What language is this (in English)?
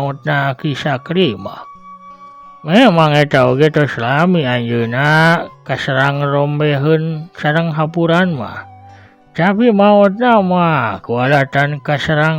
Sundanese